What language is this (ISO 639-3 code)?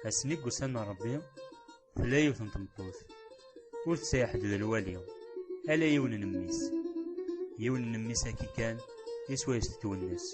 kab